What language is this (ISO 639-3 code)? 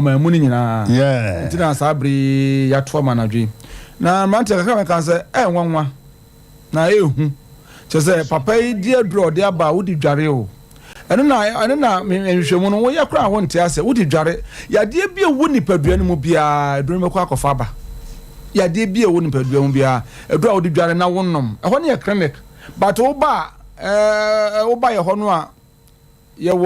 aka